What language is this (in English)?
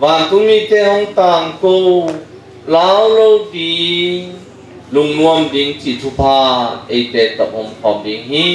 Tedim Chin